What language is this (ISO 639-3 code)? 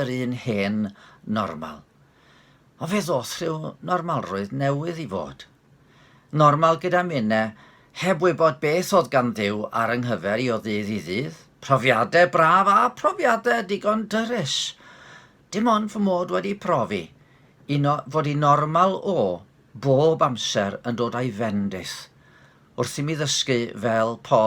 cym